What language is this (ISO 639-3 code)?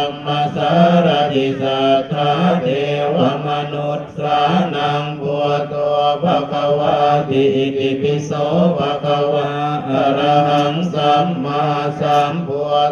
pli